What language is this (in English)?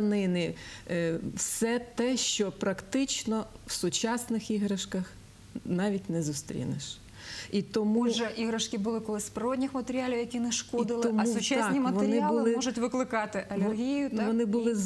Ukrainian